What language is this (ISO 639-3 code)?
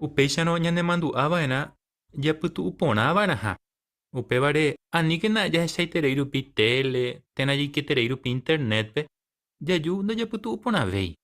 grn